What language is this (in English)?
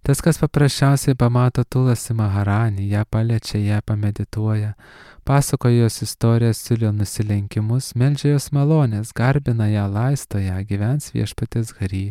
Lithuanian